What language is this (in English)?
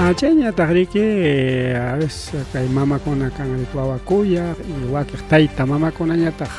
Ayacucho Quechua